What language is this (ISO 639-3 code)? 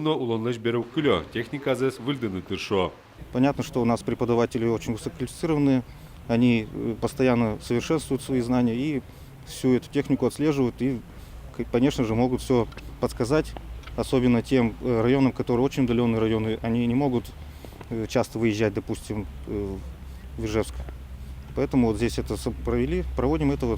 udm